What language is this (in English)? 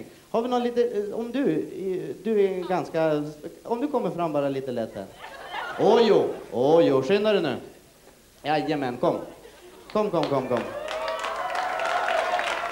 Swedish